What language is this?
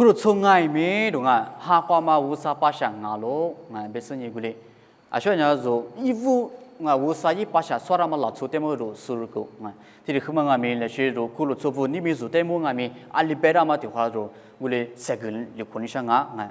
Lisu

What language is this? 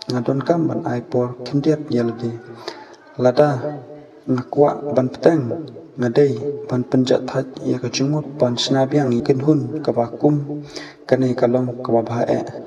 Khasi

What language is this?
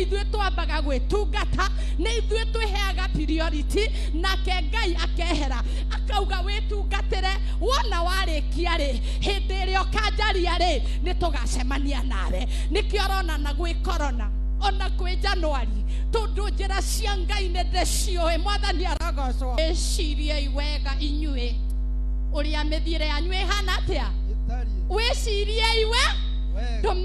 Kikuyu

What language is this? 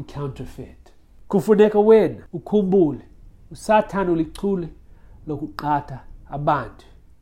Xhosa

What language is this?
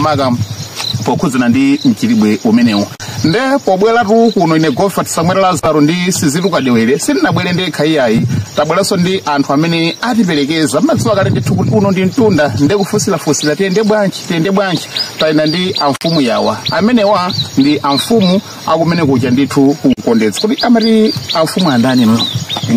Nyanja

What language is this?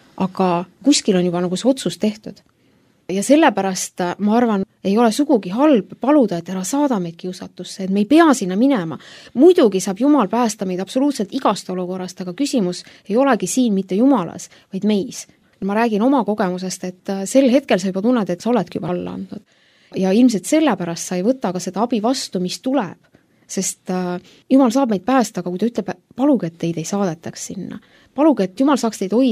Estonian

